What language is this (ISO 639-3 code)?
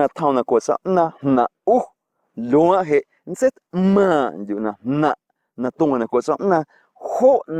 amu